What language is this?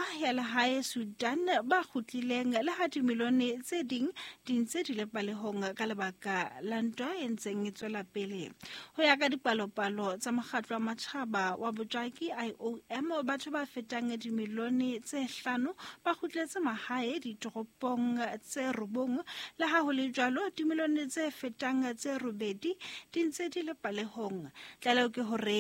Southern Sotho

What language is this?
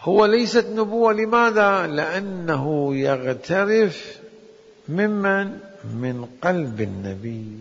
Mesopotamian Arabic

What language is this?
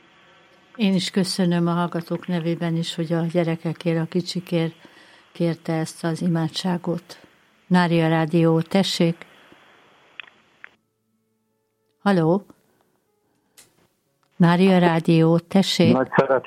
Hungarian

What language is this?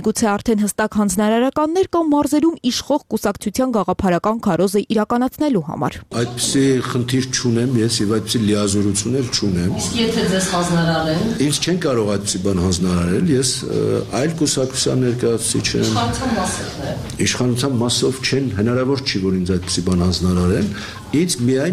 Armenian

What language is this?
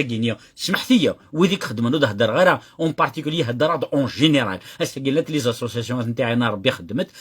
Kabyle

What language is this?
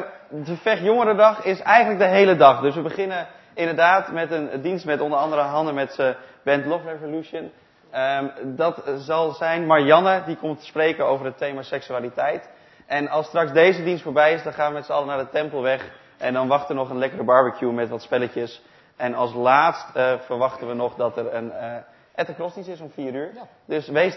Dutch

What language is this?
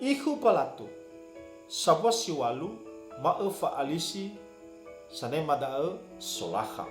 Nias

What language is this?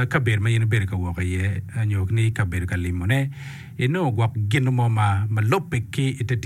Acoli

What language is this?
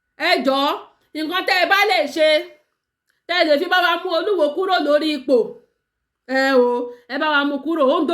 Yoruba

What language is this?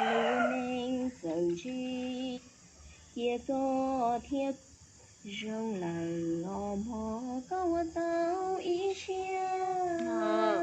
Hmong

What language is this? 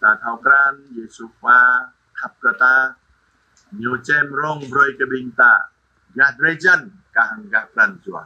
Jarai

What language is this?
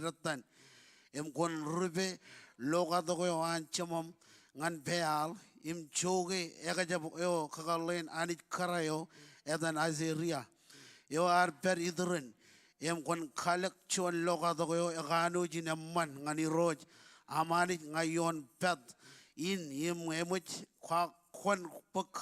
Marshallese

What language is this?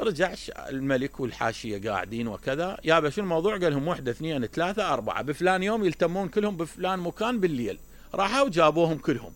Mesopotamian Arabic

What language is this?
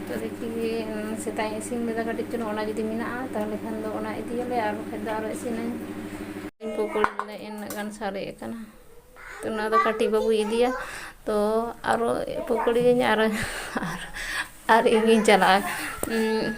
Santali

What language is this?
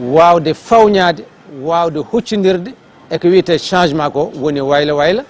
Fula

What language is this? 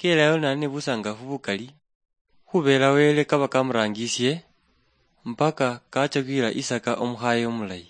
Luyia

